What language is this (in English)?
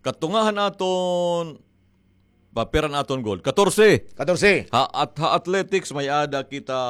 Waray